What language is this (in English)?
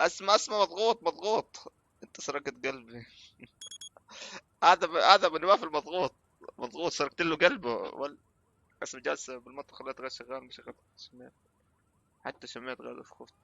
North Levantine Arabic